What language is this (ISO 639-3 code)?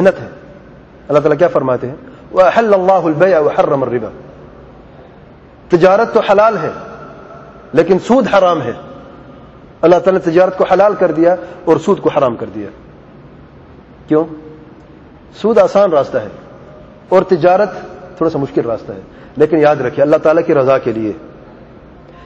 urd